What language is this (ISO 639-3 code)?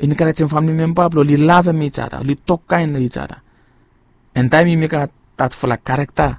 bis